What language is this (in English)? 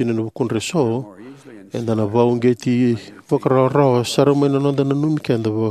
Fijian